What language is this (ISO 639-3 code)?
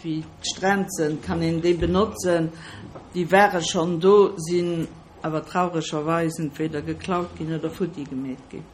ltz